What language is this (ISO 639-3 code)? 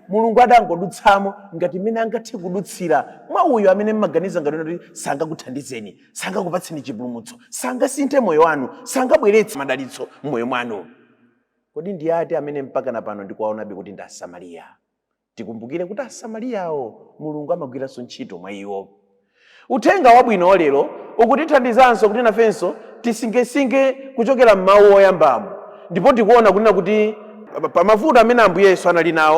nya